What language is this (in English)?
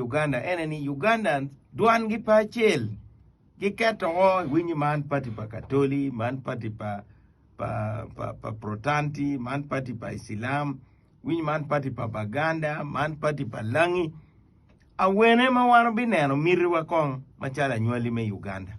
Acoli